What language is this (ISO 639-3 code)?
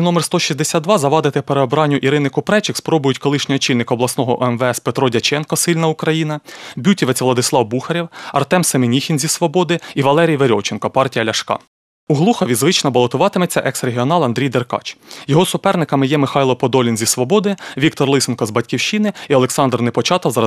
ukr